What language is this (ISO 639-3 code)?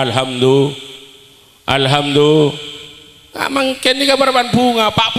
mad